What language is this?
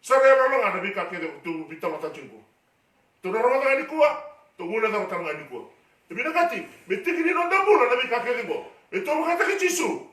Fijian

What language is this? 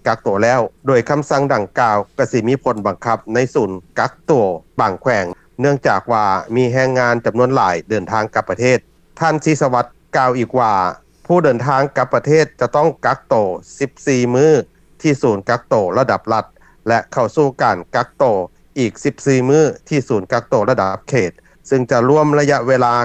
Lao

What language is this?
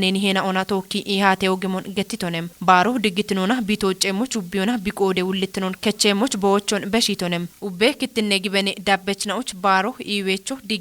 Kafa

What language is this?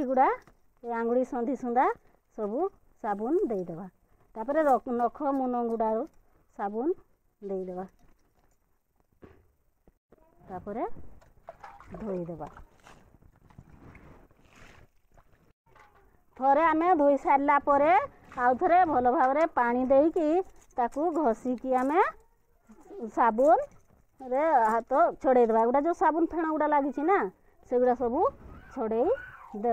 Odia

